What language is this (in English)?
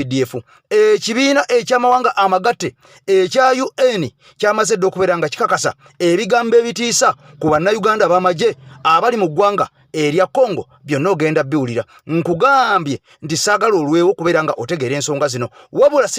Ganda